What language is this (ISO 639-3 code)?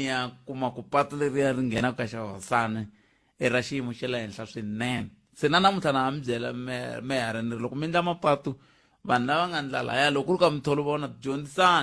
tso